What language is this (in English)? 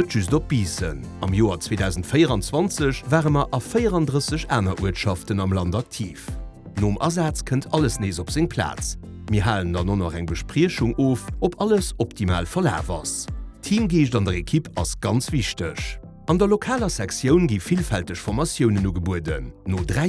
Luxembourgish